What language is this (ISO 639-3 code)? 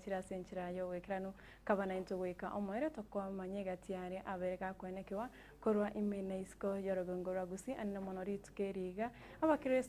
guz